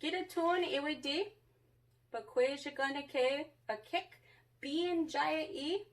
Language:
Chippewa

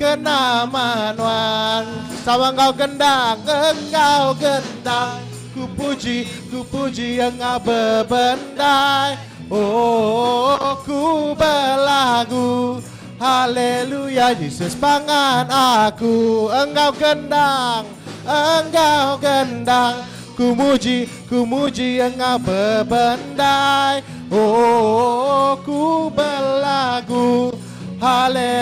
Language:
Iban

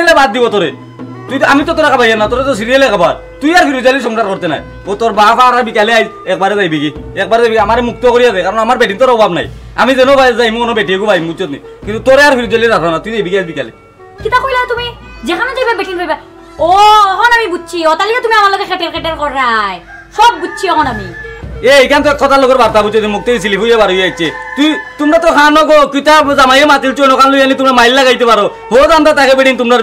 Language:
Sylheti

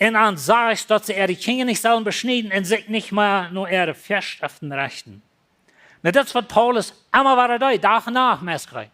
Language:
Plautdietsch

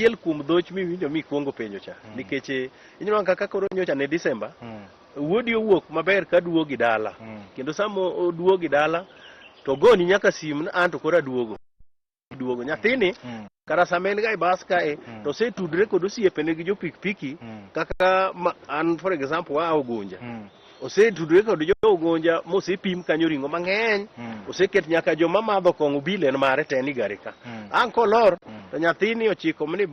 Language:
Luo (Kenya and Tanzania)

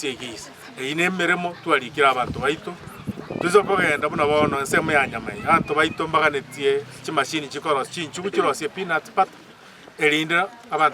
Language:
Gusii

